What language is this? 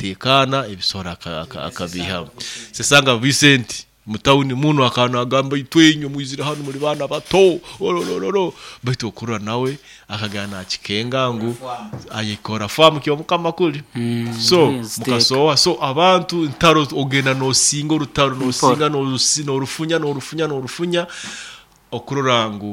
Nyoro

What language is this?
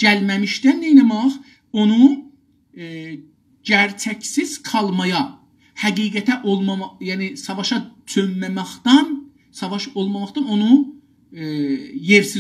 South Azerbaijani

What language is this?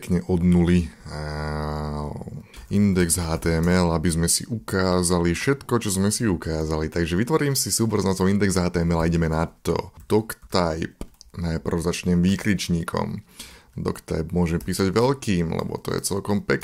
Slovak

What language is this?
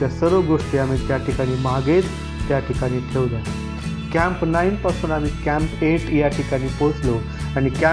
Marathi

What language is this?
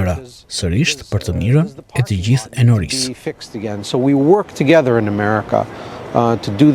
Albanian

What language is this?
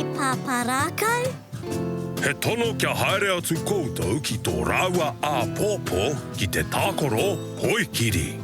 Māori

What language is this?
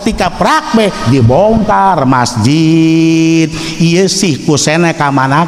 Sundanese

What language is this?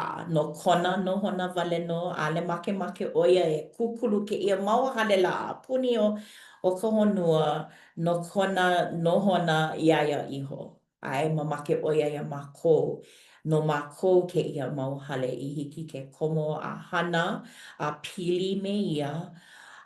Hawaiian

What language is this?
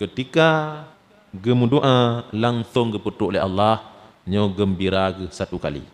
Achinese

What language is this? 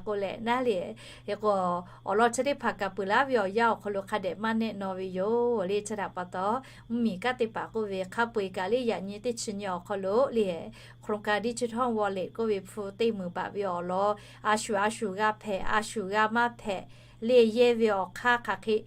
Lahu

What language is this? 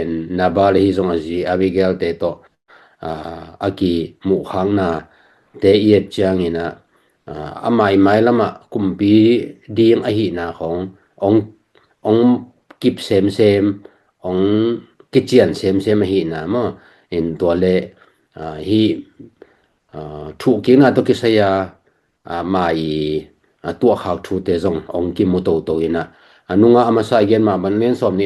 Tedim Chin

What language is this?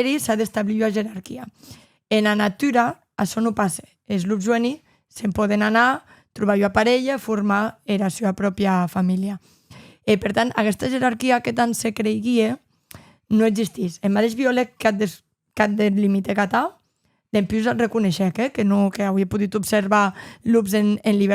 Occitan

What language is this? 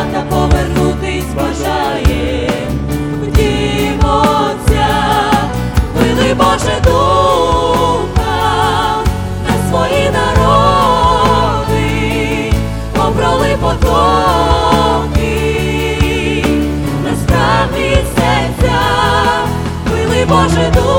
Ukrainian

